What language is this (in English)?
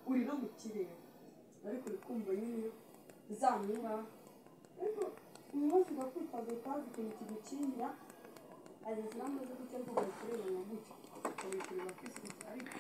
Kinyarwanda